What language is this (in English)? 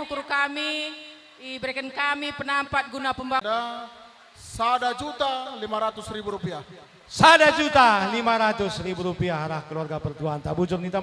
Batak Karo